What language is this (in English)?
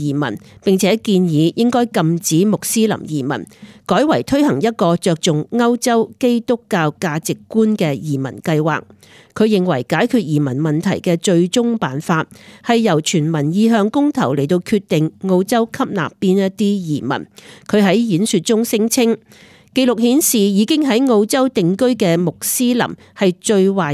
Cantonese